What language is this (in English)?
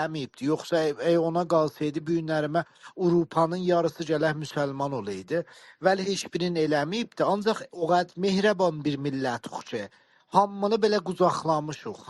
South Azerbaijani